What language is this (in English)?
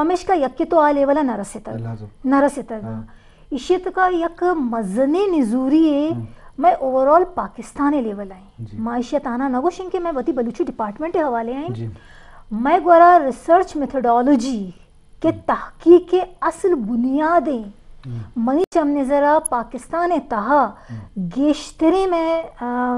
Eastern Balochi